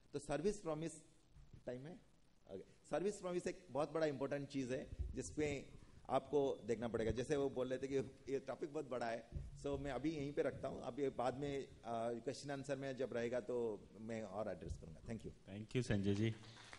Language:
Hindi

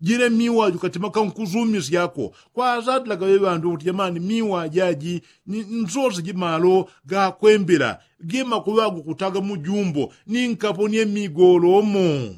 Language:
Yao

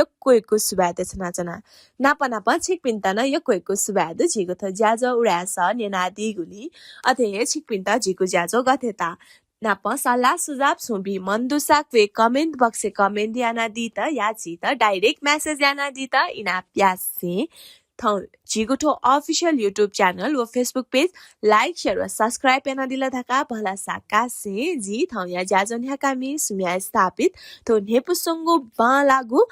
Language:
Newari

